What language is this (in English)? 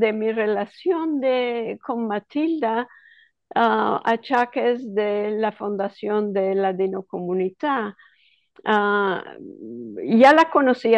Ladino